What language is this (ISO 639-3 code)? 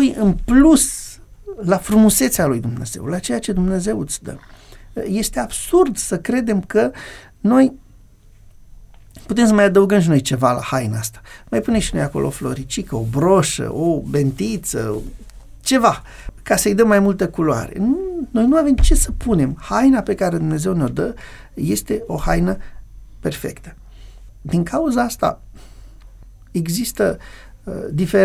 ron